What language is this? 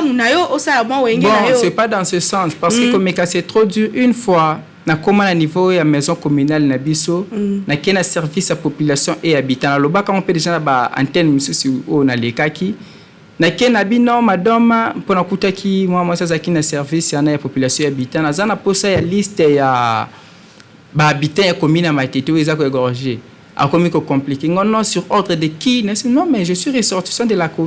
Lingala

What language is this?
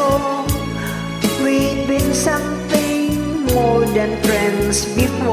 English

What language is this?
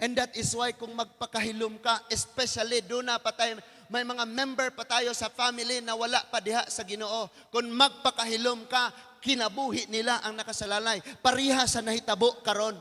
Cebuano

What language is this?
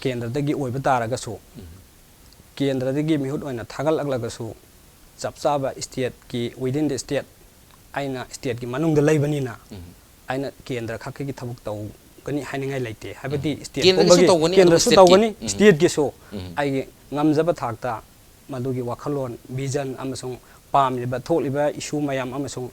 Manipuri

